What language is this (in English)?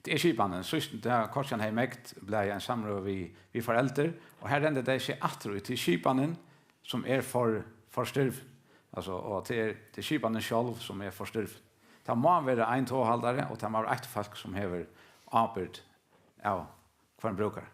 Faroese